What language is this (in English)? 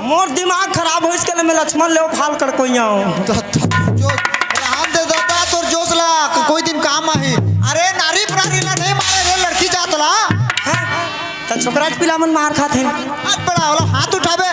Chhattisgarhi